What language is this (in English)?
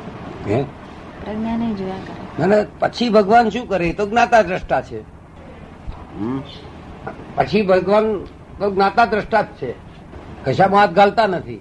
Gujarati